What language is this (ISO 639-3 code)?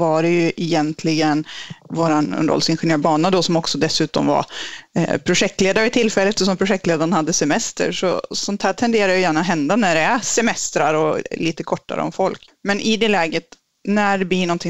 swe